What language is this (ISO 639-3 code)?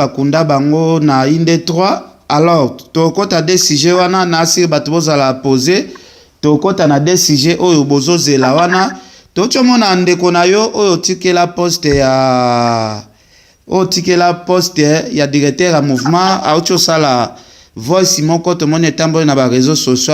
lin